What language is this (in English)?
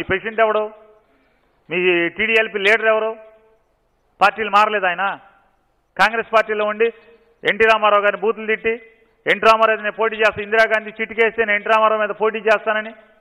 Telugu